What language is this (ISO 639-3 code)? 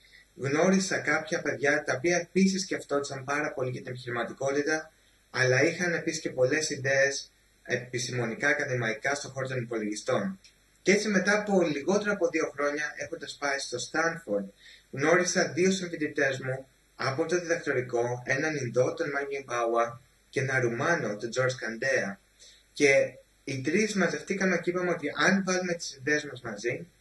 ell